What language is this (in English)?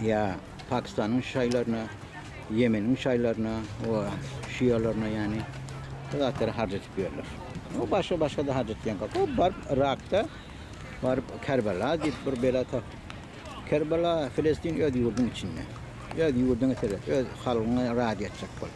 Turkmen